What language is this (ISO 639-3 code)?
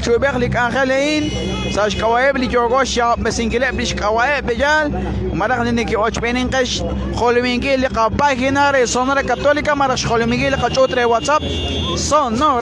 kek